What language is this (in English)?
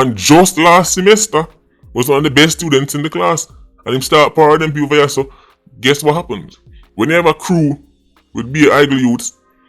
Jamaican Creole English